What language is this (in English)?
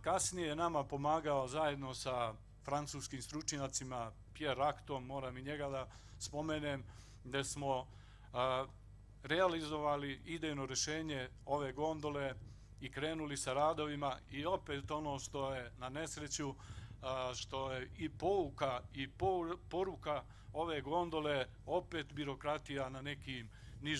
Serbian